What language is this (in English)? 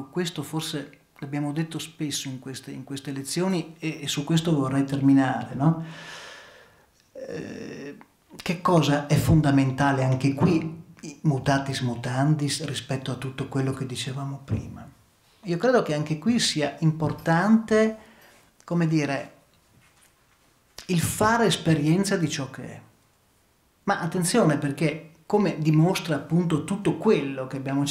Italian